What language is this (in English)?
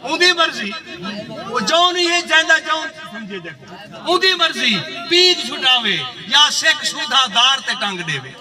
Saraiki